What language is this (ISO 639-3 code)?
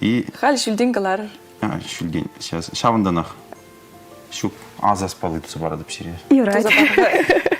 chv